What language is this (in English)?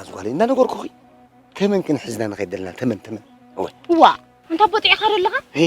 Tigrinya